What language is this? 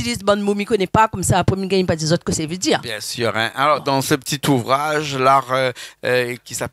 Réunion Creole French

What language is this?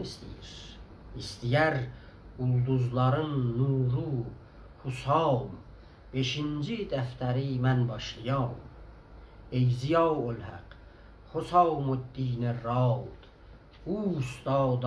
South Azerbaijani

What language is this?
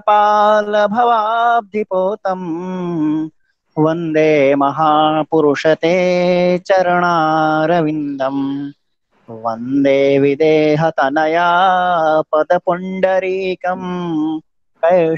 Sanskrit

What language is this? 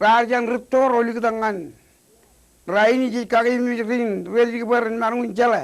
Marshallese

